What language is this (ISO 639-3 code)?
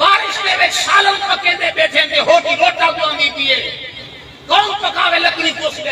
skr